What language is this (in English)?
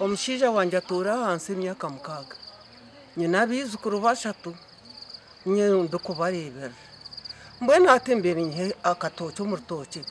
Nyankole